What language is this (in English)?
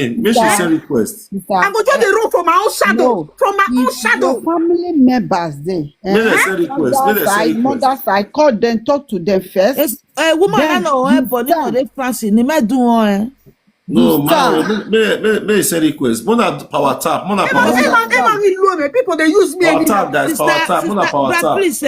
Nigerian Pidgin